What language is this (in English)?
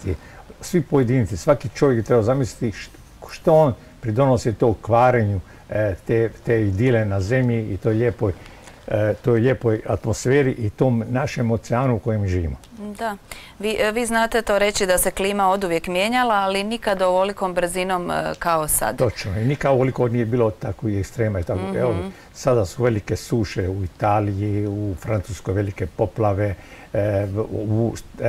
Croatian